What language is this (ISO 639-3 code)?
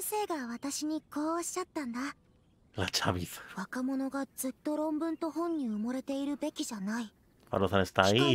jpn